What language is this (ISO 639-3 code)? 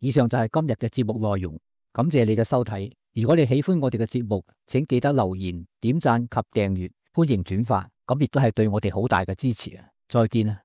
yue